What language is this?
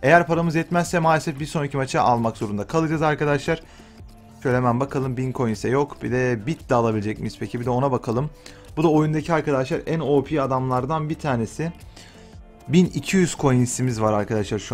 Turkish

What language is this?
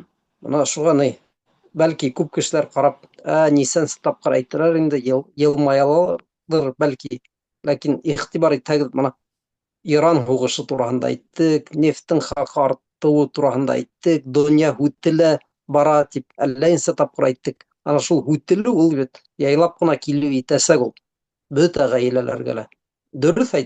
Bashkir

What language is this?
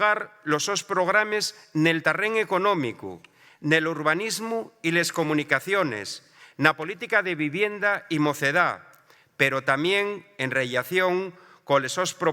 Asturian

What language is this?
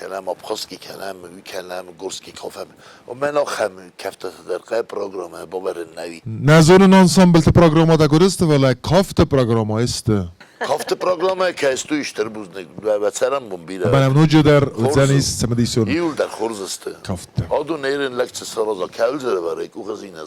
Ossetic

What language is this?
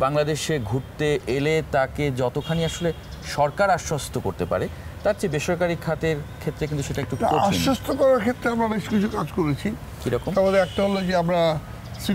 Bangla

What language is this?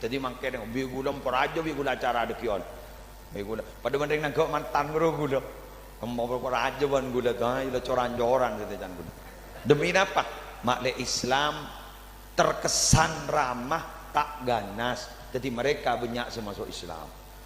Madurese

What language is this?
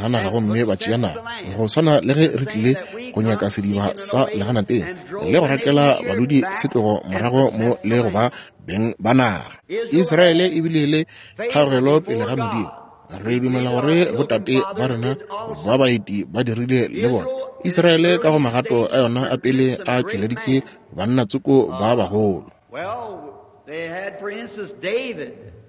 Northern Sotho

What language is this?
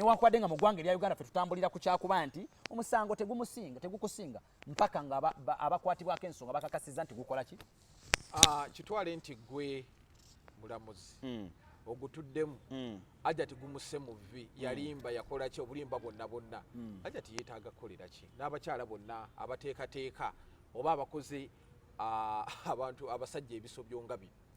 Ganda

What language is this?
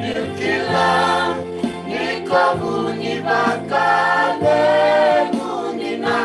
Fijian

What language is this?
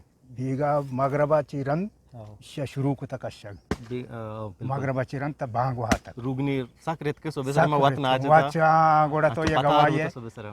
Eastern Balochi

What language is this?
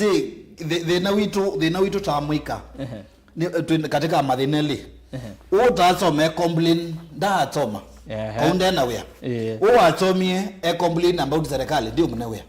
Kamba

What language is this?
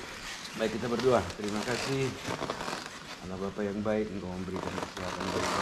Indonesian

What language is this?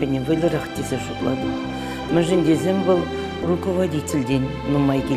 Chuvash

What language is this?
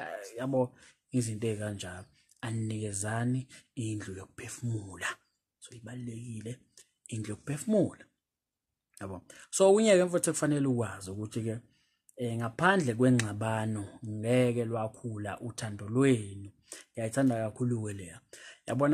Zulu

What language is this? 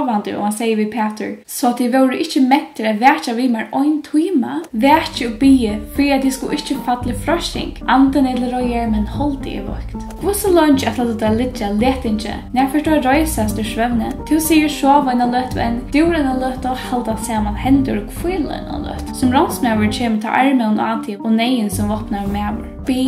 Faroese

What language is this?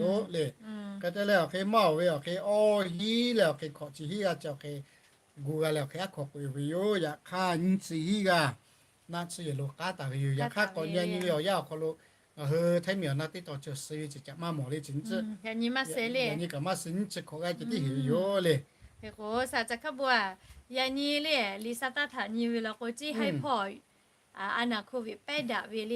Lahu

